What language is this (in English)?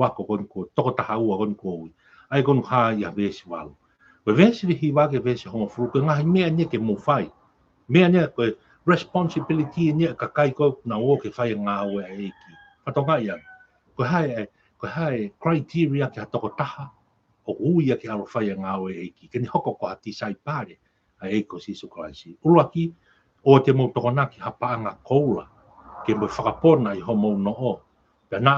Tongan